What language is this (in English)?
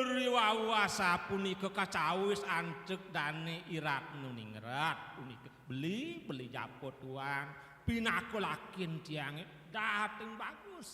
Balinese